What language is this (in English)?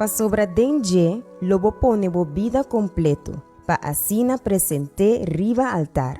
Papiamento